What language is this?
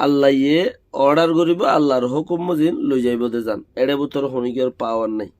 Rohingya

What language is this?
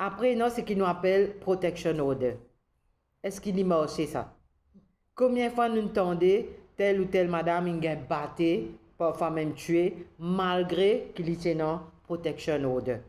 Morisyen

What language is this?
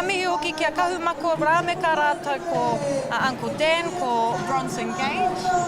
Māori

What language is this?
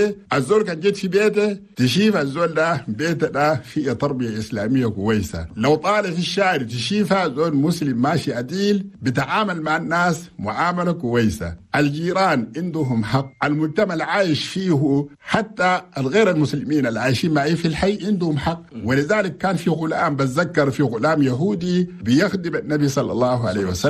Chadian Arabic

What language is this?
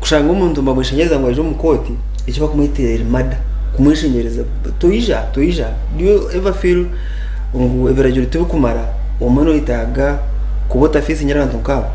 Nyankole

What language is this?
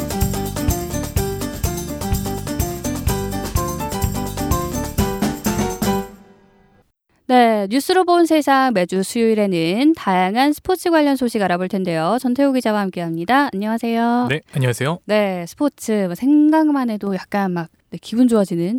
Korean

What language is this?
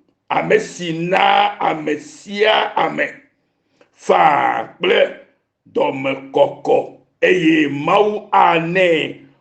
Ewe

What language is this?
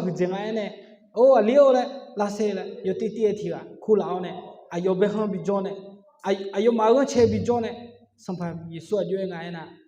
Akha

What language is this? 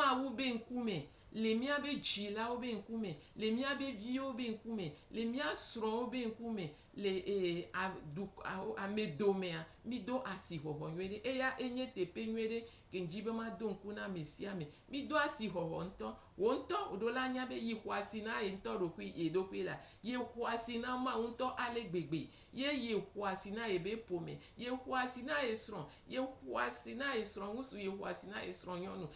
Gen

